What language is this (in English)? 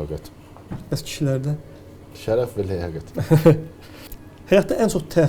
Azerbaijani